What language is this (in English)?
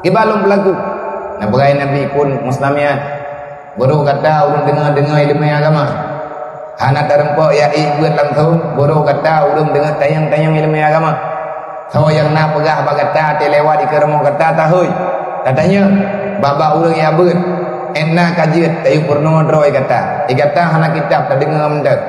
Achinese